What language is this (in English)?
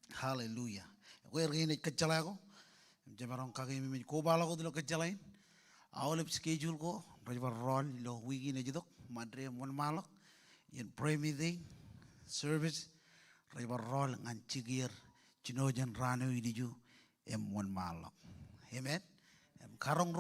Marshallese